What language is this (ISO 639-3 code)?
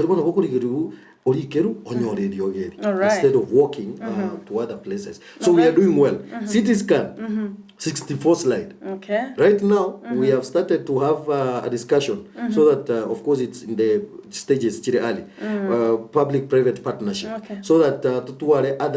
guz